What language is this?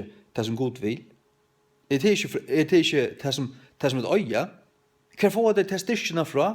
Faroese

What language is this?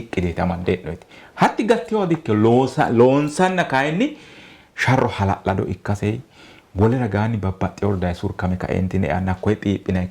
Sidamo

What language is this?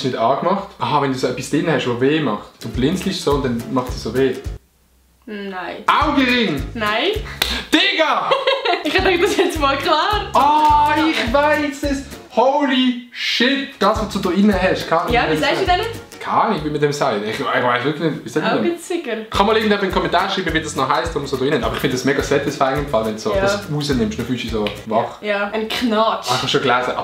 Swiss German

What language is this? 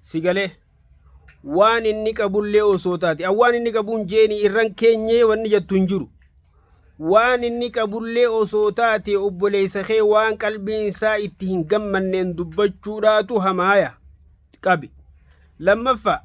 Oromo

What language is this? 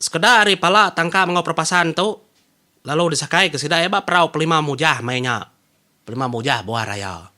Iban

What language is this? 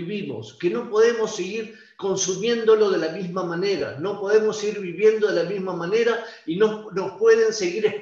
Spanish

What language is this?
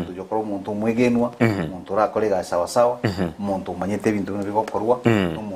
Gusii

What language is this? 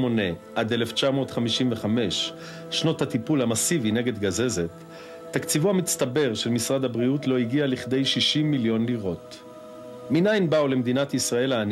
Hebrew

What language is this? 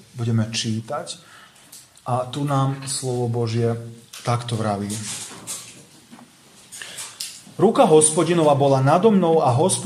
Slovak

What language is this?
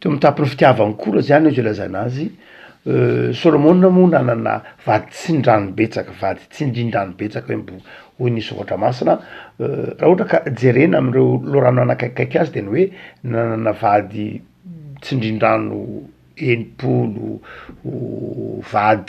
Malagasy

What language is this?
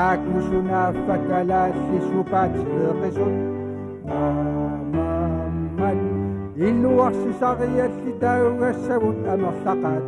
Kalaallisut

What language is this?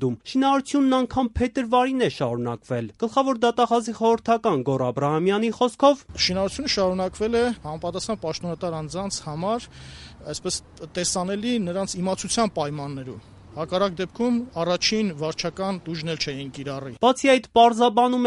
Armenian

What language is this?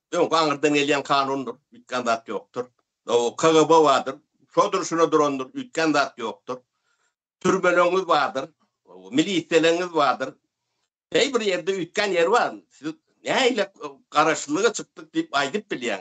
Turkmen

